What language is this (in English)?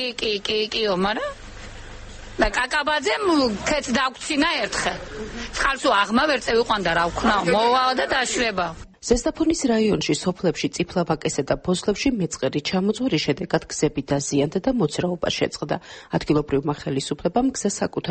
Georgian